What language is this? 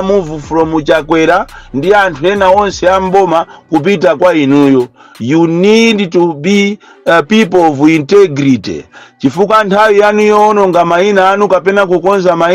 Nyanja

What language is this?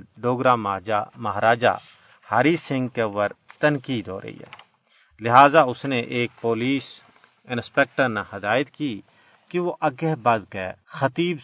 Gujari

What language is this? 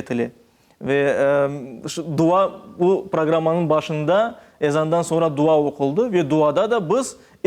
Crimean Tatar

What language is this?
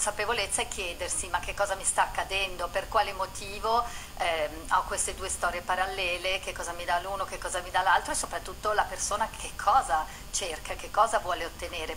Italian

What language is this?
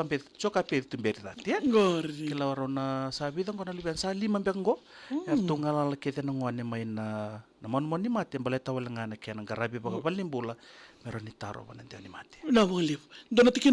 Fijian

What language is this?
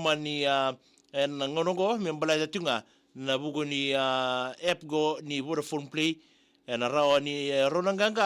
Fijian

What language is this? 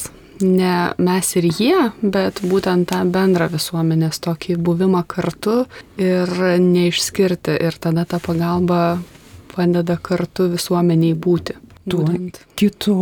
Lithuanian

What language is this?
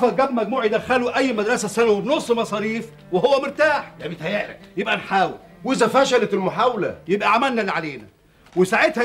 Egyptian Arabic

